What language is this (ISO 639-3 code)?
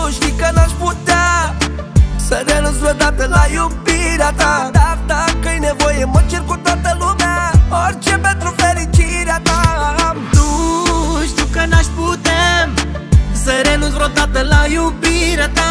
ron